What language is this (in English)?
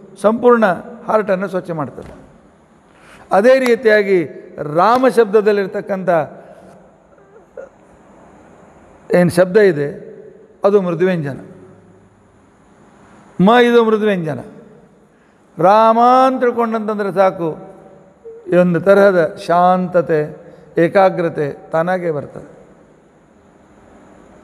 Kannada